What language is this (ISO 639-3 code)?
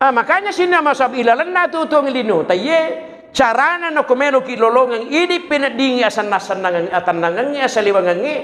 bug